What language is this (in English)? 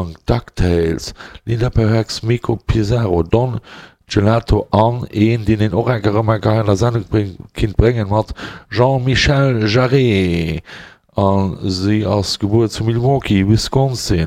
Luxembourgish